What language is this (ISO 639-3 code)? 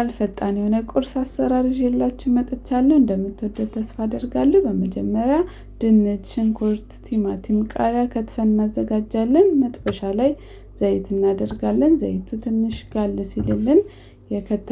amh